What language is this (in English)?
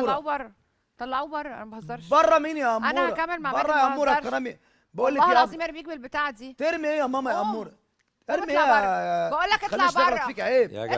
Egyptian Arabic